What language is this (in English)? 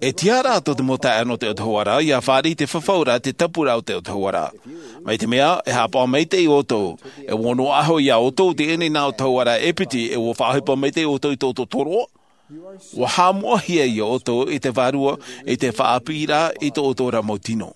Tahitian